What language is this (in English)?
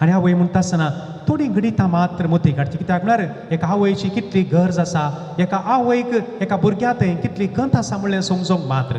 Konkani